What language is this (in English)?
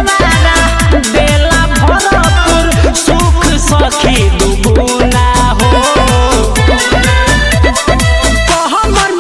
Bhojpuri